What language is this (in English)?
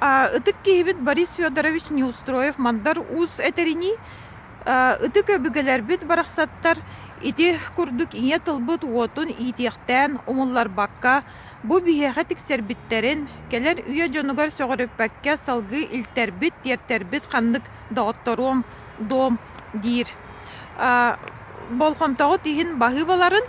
Yakut